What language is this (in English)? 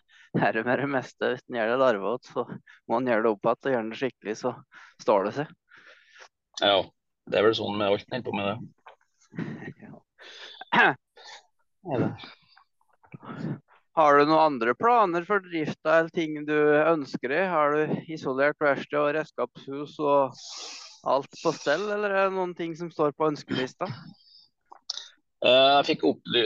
Norwegian